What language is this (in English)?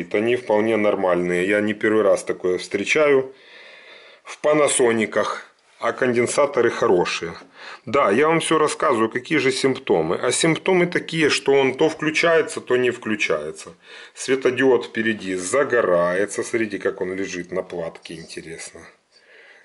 Russian